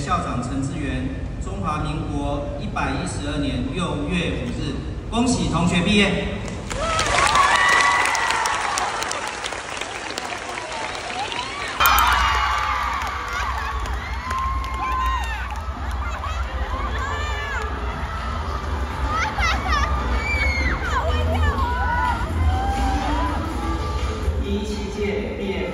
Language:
Chinese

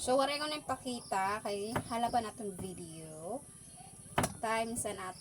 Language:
Waray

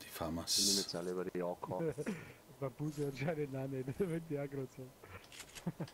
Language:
Bavarian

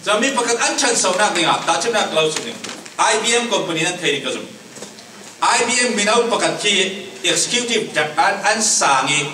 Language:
Falam Chin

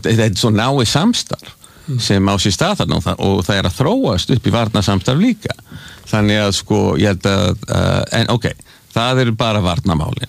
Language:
Icelandic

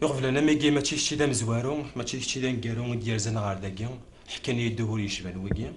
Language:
Kabyle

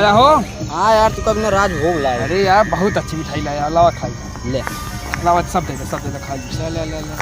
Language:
Awadhi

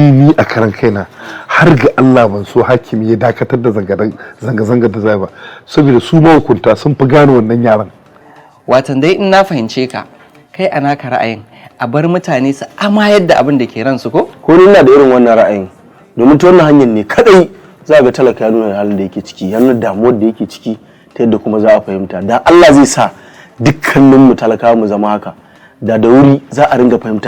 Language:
Hausa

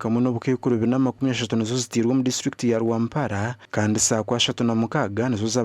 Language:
Nyankole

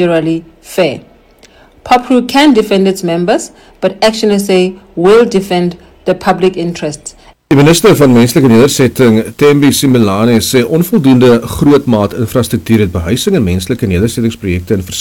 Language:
Afrikaans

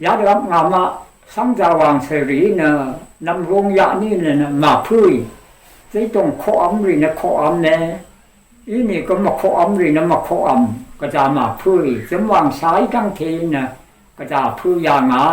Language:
Rawang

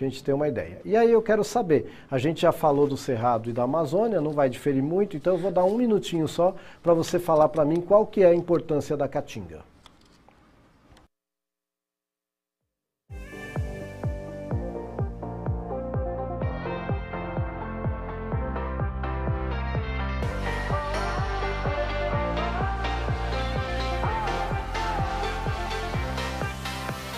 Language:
Portuguese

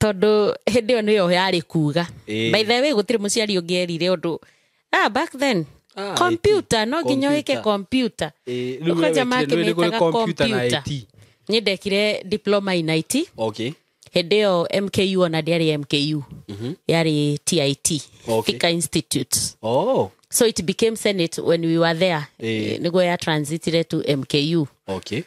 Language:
Kikuyu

